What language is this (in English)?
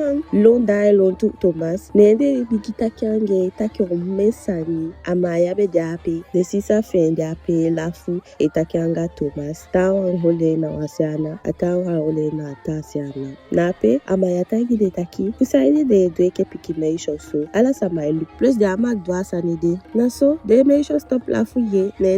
Eastern Maroon Creole